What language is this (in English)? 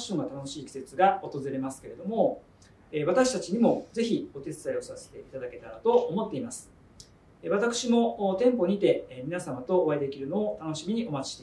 Japanese